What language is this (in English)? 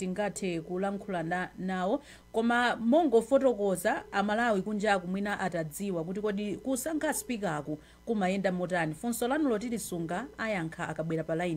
Nyanja